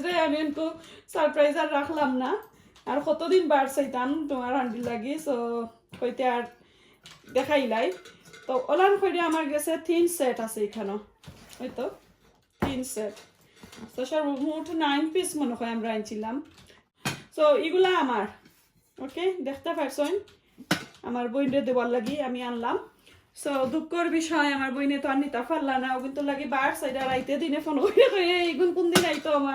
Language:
Sylheti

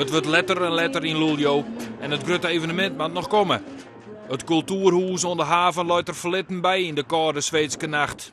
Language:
Western Frisian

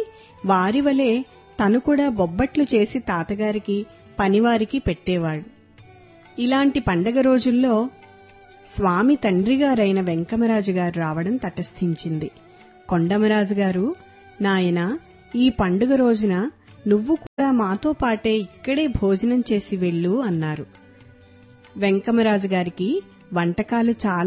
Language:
Telugu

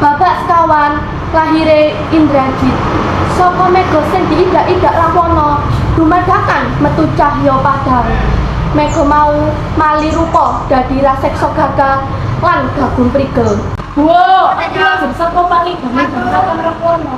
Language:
Javanese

